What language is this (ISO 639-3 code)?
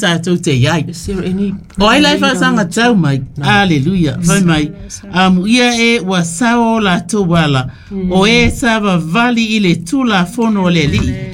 smo